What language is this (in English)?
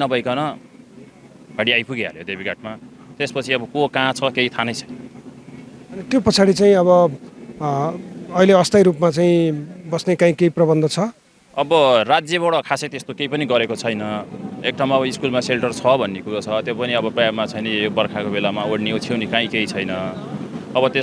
Nepali